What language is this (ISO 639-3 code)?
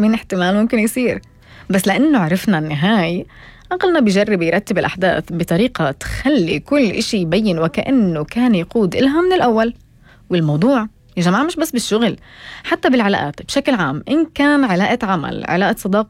apc